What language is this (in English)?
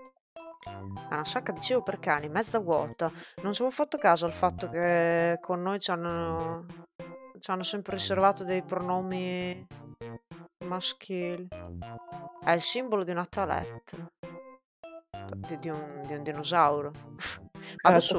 Italian